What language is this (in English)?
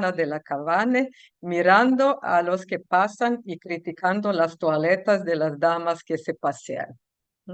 Ladino